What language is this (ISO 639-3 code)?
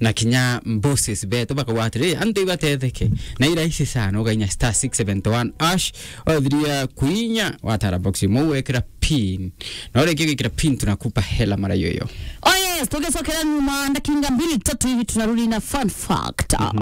mer